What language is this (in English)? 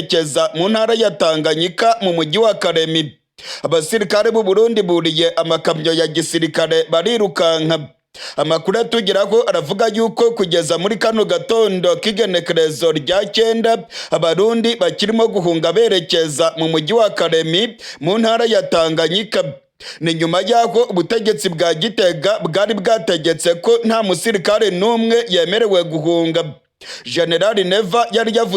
Rundi